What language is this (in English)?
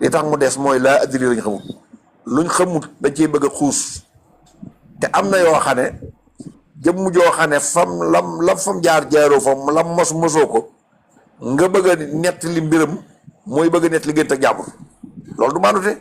Wolof